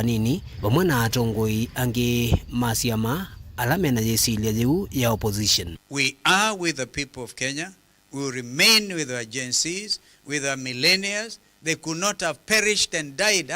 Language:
Kamba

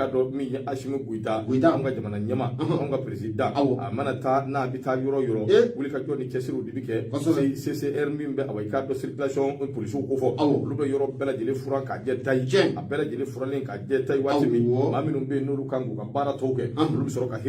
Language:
Bambara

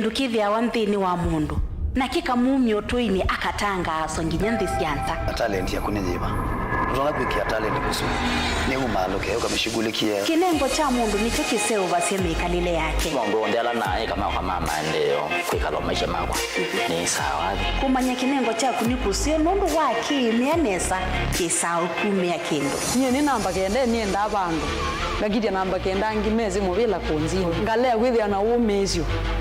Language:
Kamba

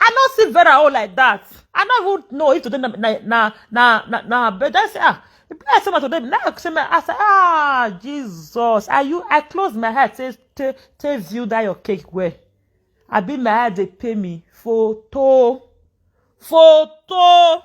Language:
Nigerian Pidgin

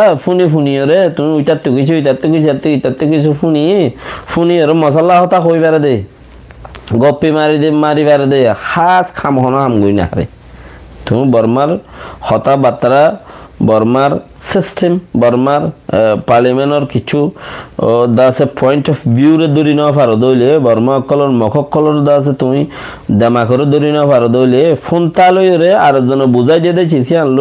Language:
Rohingya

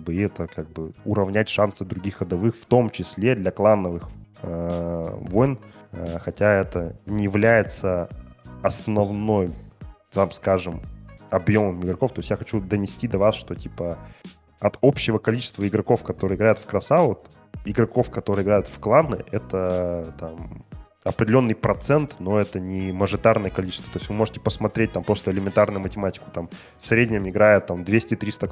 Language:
Russian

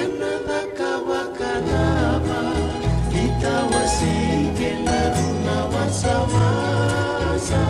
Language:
Fijian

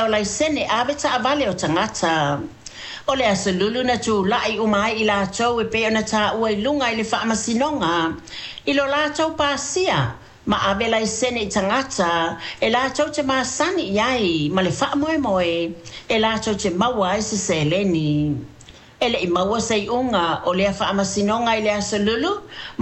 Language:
Samoan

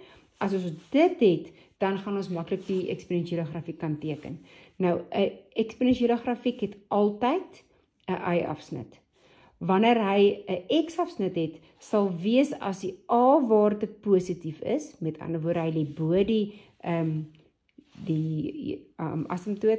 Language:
Afrikaans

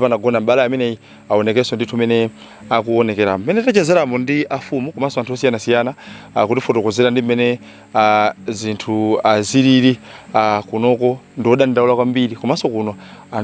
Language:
Nyanja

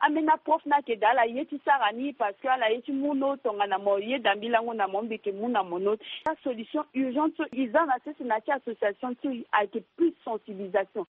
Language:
Sango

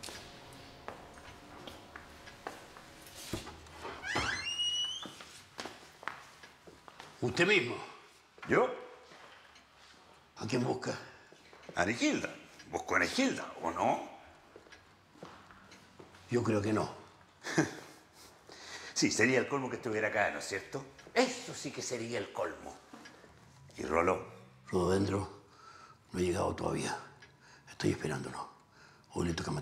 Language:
Spanish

